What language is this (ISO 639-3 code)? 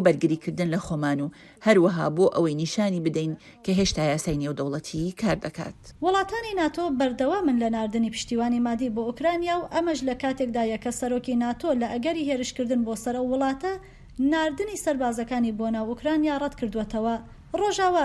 ckb